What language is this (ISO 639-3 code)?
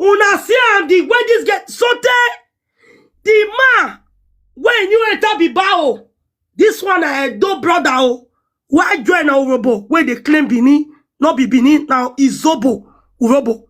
pcm